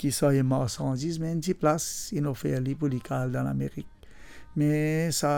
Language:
Morisyen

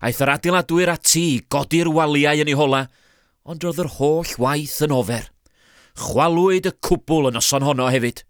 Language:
Welsh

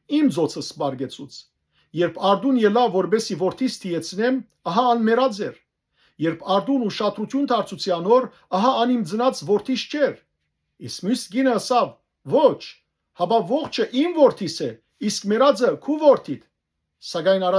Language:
Western Armenian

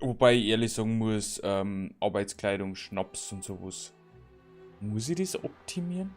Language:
Bavarian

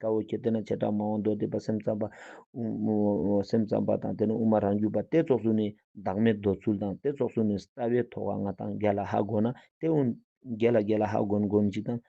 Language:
Ladakhi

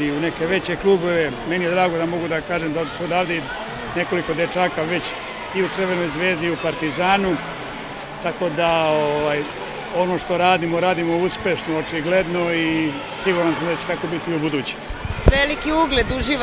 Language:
Serbian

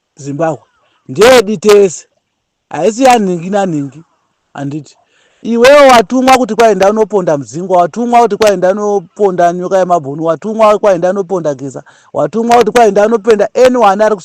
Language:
Shona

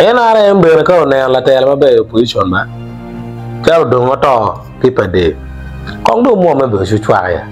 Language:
Acoli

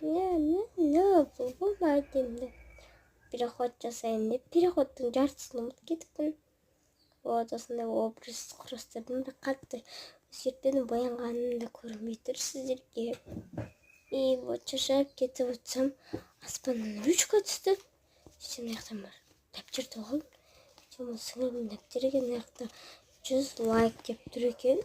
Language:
Kazakh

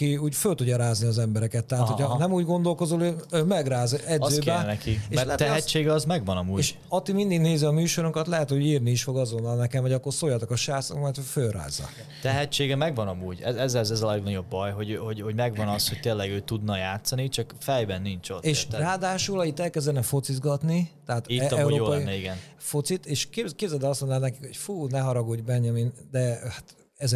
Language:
Hungarian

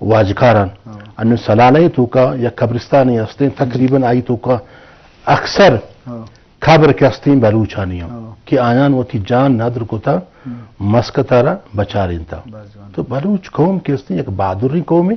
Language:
Eastern Balochi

